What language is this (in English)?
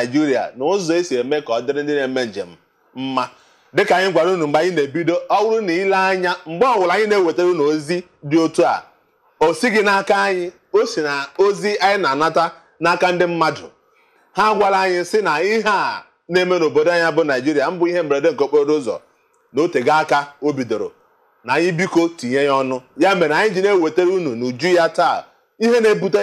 Igbo